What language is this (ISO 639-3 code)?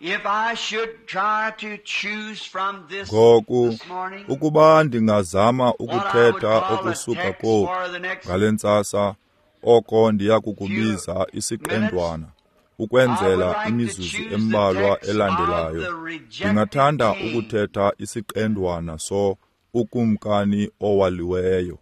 xho